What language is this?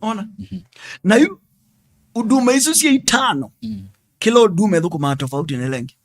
Kamba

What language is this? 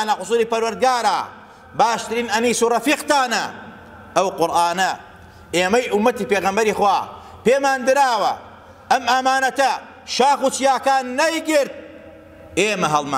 Central Kurdish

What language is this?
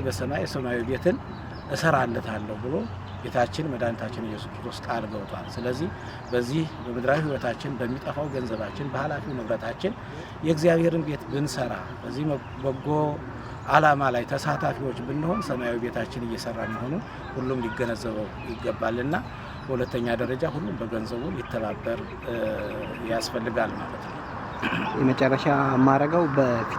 Amharic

